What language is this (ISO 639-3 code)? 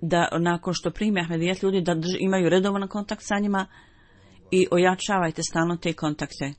bos